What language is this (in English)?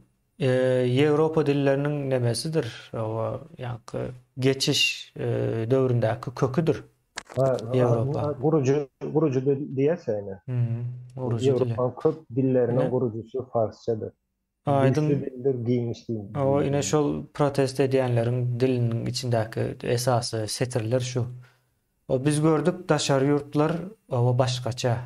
Turkmen